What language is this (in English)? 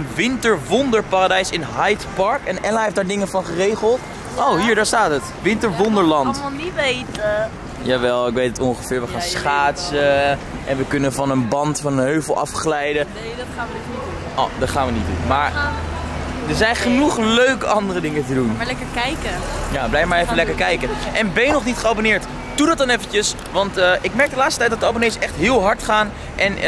Dutch